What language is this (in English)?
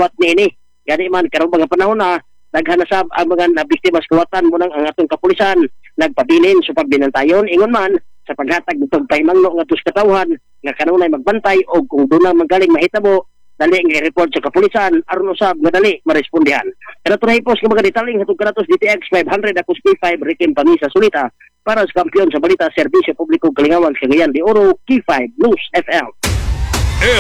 Cebuano